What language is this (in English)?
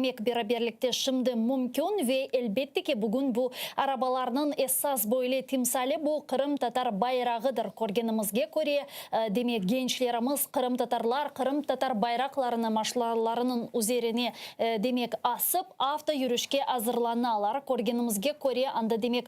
Crimean Tatar